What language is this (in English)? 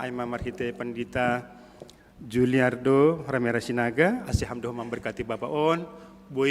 Batak Simalungun